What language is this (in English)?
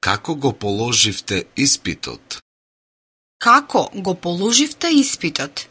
Macedonian